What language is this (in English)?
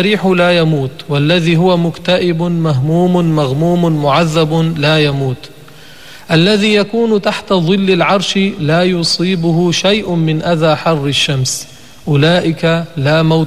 Arabic